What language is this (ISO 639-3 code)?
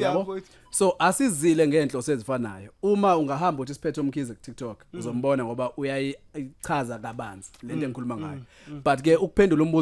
zul